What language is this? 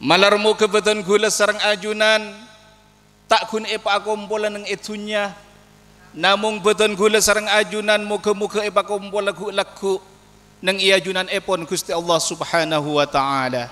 Madurese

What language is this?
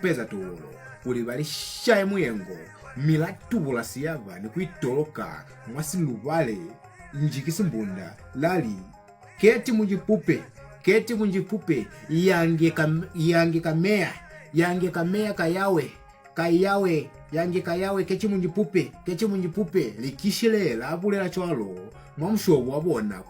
Lozi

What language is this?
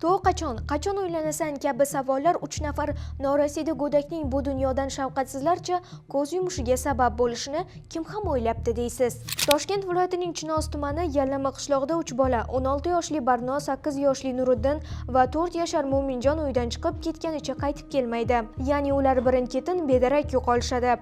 Uzbek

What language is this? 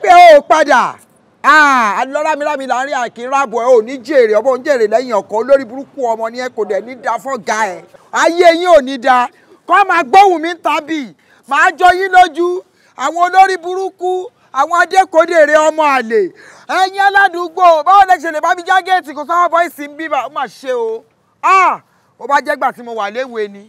Yoruba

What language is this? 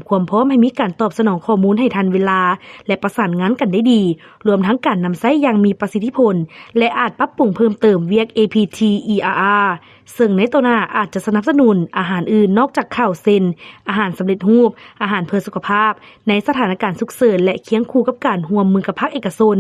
Lao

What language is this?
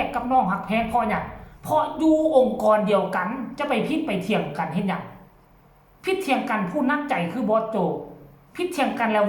Northeastern Thai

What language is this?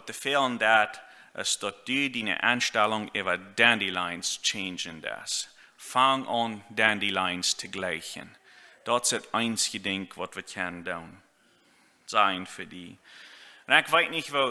Plautdietsch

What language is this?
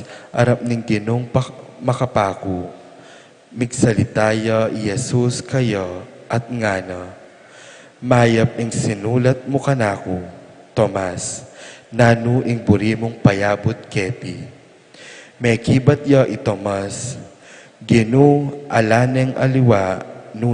Pampanga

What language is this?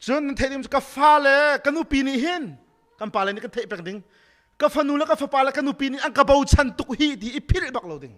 Hakha Chin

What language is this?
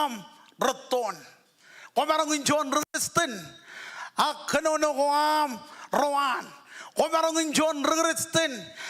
Marshallese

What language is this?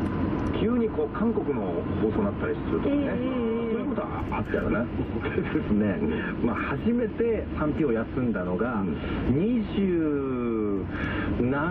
Japanese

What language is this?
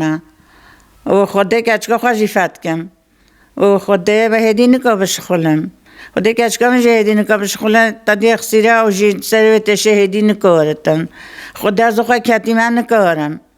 Kurdish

